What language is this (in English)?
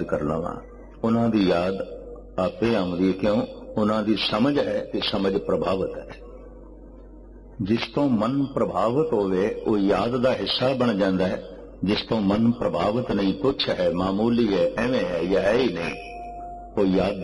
Punjabi